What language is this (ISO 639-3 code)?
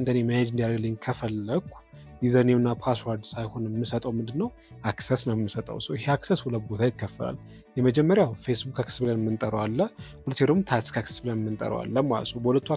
amh